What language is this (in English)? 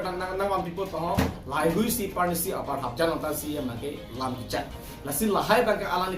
Karbi